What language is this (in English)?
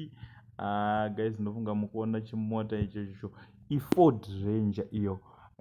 Shona